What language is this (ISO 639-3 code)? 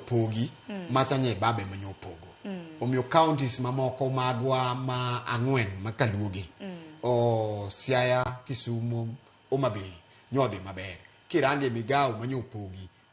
luo